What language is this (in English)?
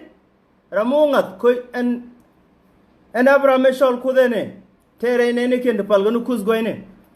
Nuer